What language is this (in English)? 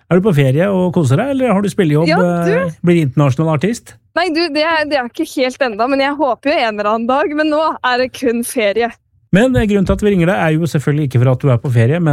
Norwegian